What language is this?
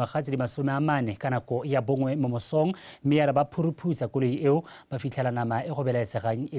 Tswana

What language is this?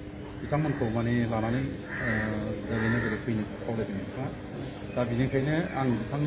Bodo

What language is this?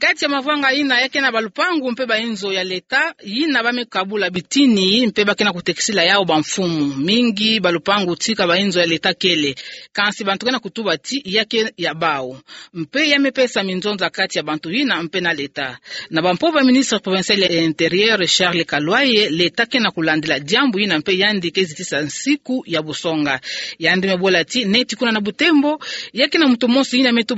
Kituba (Democratic Republic of Congo)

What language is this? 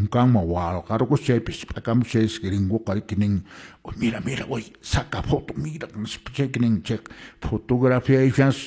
Quechua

